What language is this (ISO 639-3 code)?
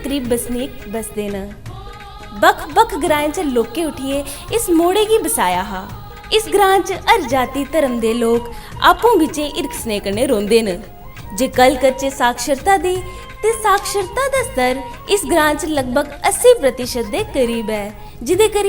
doi